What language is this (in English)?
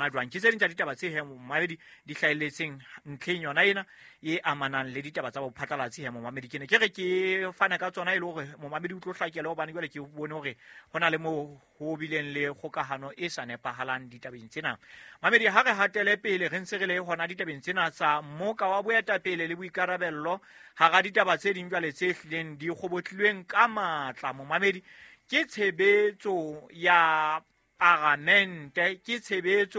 Southern Sotho